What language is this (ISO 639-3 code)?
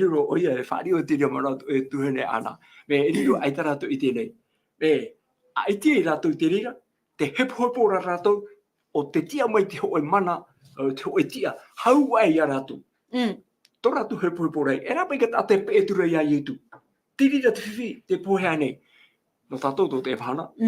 tah